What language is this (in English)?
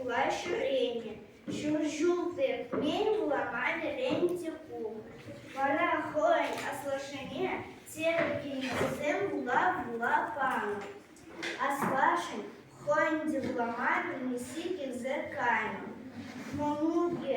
Chuvash